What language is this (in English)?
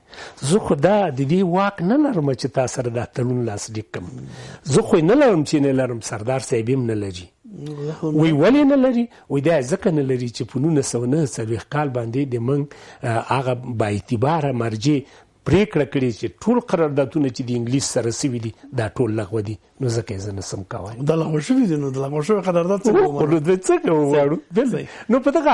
Pashto